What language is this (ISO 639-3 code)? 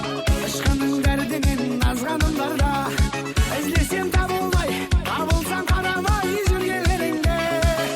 kaa